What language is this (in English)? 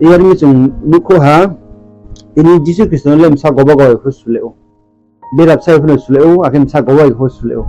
Riang (India)